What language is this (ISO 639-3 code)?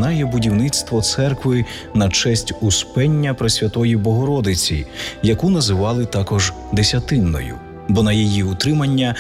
ukr